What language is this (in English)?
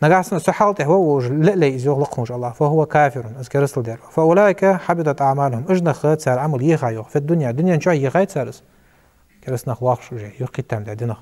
Ingush